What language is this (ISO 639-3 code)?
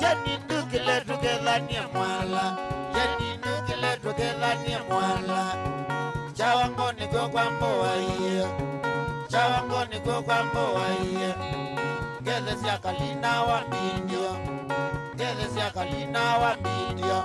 kam